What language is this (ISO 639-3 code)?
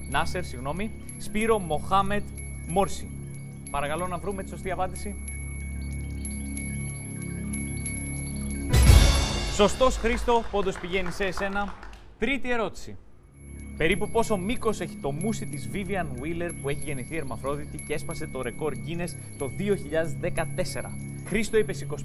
ell